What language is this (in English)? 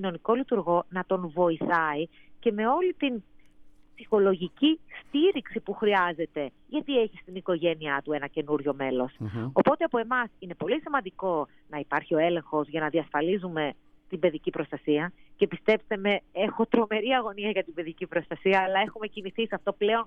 Greek